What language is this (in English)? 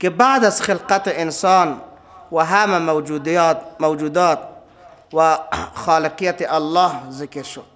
Persian